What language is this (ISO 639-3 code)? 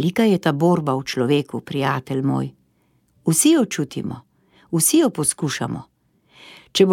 slv